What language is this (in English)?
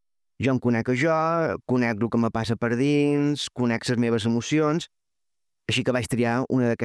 Catalan